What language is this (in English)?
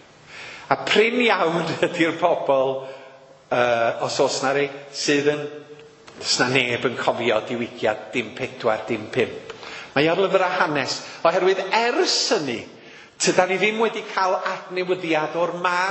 Welsh